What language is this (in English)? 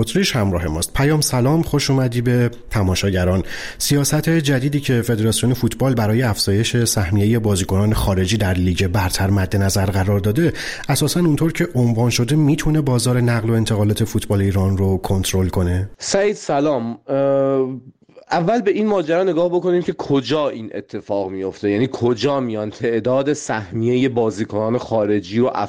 Persian